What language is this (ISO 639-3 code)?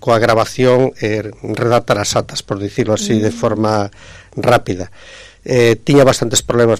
glg